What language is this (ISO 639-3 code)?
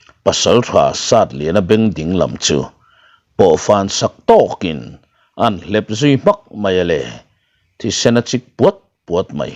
lus